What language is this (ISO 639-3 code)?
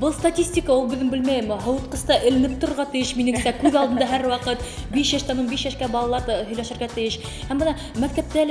bak